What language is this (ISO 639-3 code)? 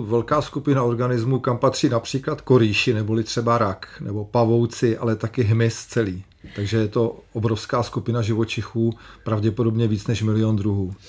ces